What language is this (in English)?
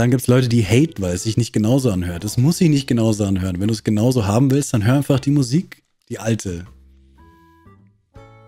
German